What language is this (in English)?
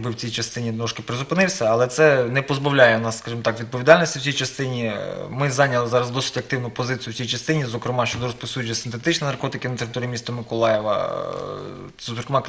Ukrainian